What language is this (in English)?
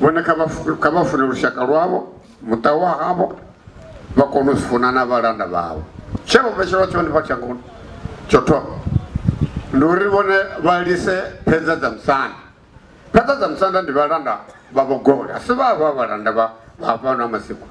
Venda